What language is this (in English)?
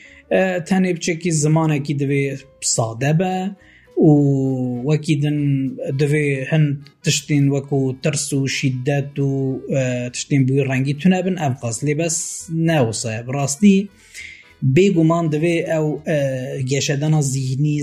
Kurdish